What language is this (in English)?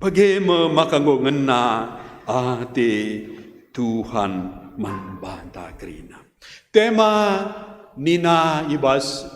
Batak Karo